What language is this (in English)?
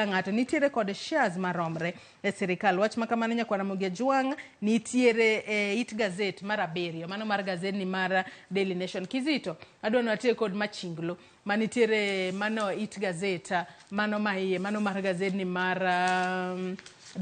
Luo (Kenya and Tanzania)